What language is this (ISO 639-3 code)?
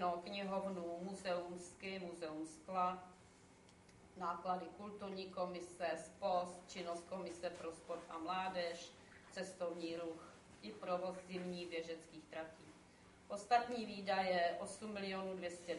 ces